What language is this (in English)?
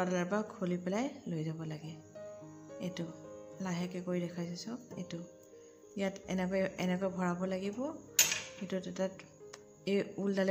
Assamese